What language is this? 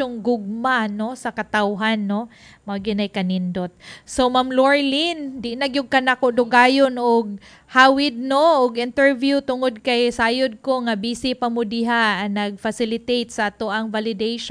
Cebuano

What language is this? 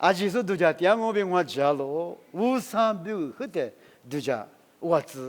Lisu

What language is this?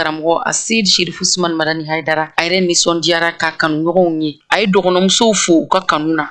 Bambara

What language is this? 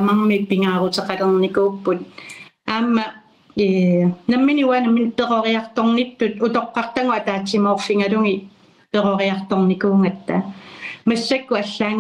Kalaallisut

